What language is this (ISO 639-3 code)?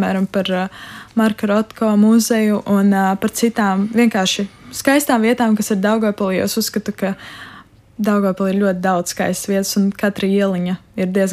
lav